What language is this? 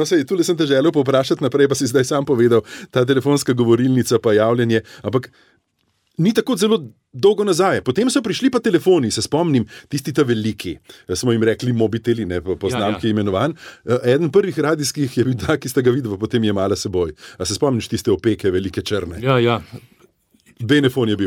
Slovenian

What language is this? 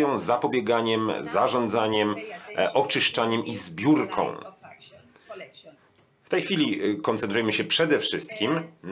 Polish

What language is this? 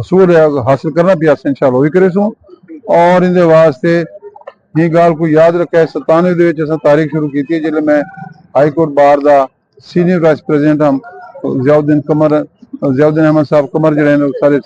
Saraiki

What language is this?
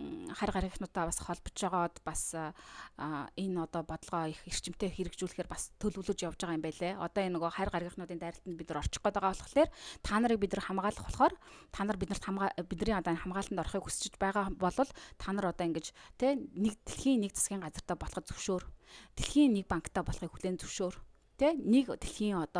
Mongolian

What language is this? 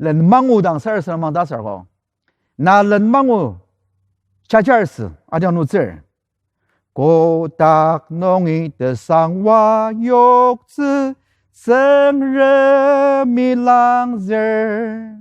Ao Naga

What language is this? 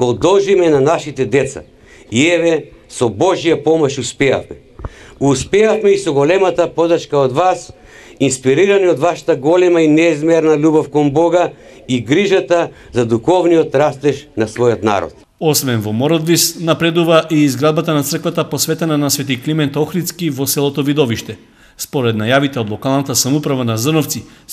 Macedonian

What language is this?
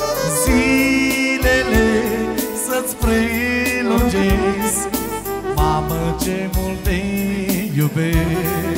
Romanian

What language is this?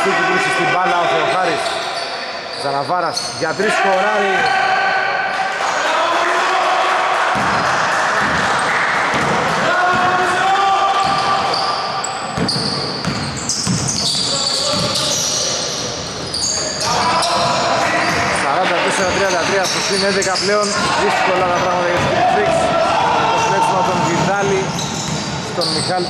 Greek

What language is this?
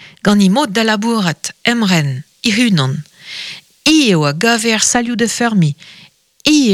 Breton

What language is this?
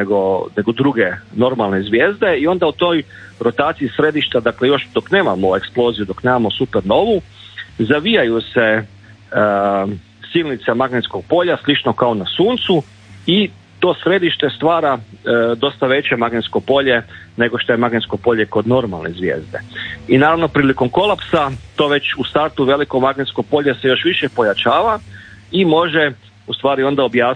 Croatian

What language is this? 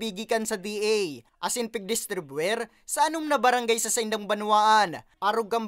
Bikol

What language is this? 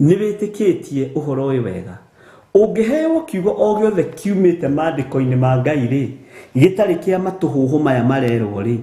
Kikuyu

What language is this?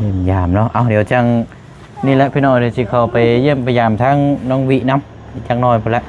Lao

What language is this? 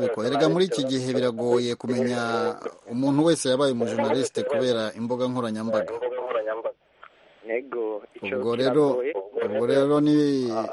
Kinyarwanda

